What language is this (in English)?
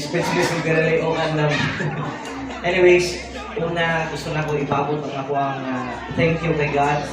Cebuano